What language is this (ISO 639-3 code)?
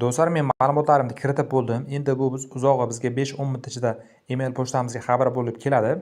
uzb